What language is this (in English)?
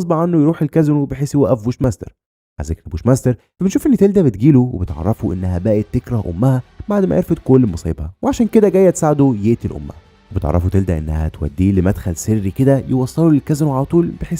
Egyptian Arabic